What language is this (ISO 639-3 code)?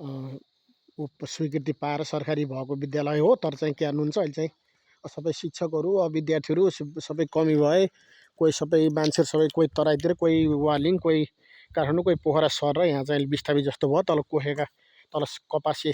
nep